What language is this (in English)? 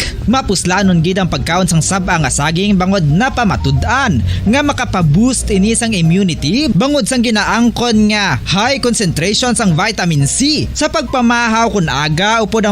Hiligaynon